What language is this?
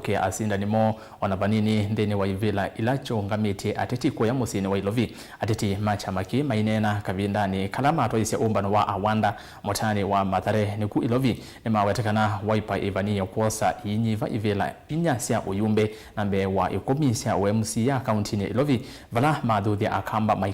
Kamba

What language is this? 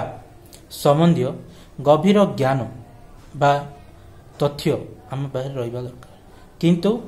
Odia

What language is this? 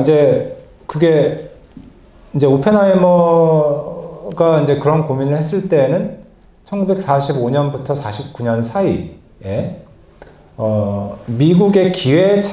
Korean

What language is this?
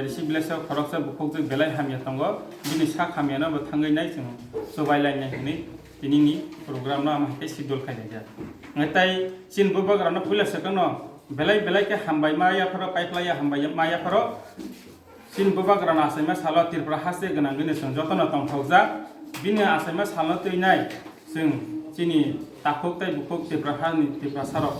Kok Borok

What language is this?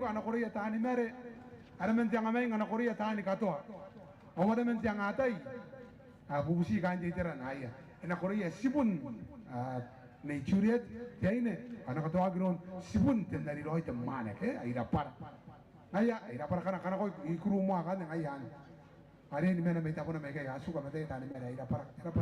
Gilbertese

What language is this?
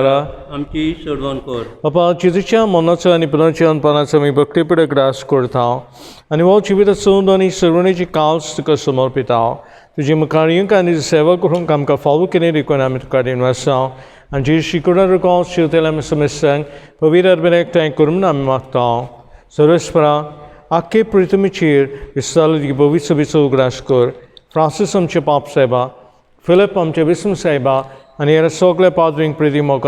Konkani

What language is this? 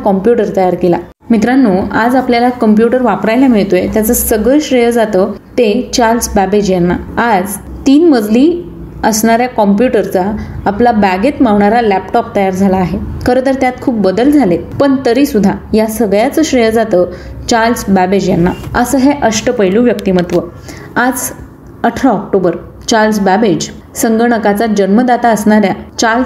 Marathi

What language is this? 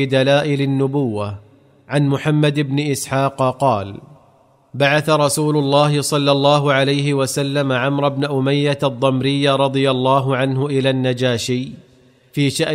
Arabic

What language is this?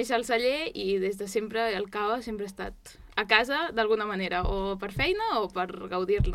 Catalan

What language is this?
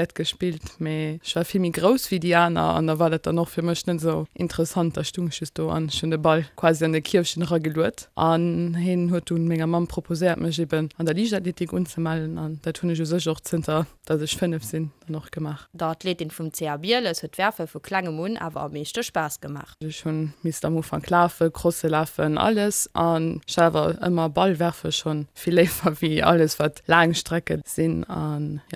Luxembourgish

